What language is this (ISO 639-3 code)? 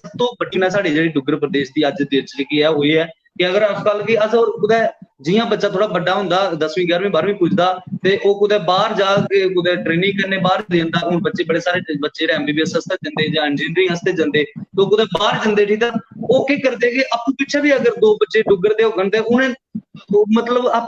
doi